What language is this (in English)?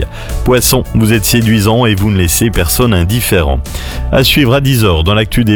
French